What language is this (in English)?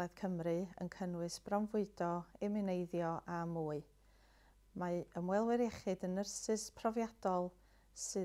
Welsh